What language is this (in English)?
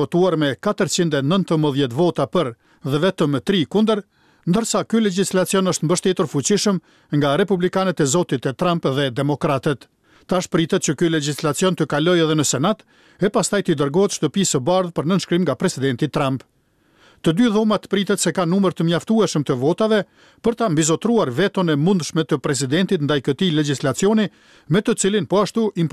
Albanian